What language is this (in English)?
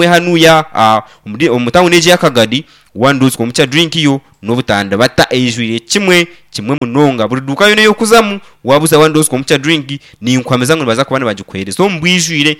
Nyankole